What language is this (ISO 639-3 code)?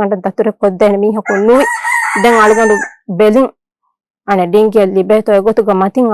div